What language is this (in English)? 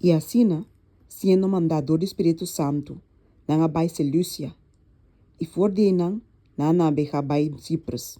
Papiamento